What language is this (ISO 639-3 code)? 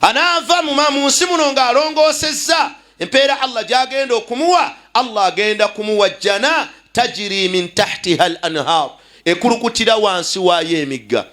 lug